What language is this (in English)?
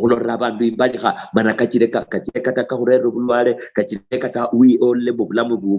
Luyia